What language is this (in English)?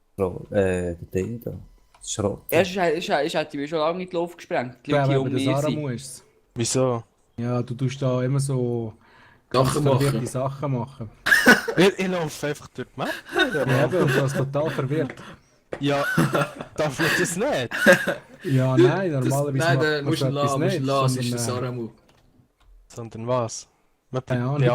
Swiss German